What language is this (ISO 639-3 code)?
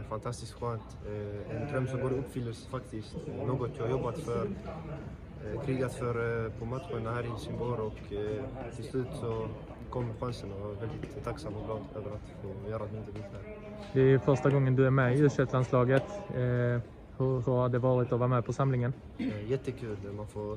swe